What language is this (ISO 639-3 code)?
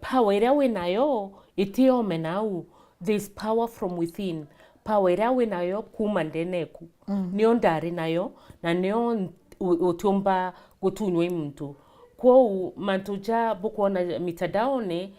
mer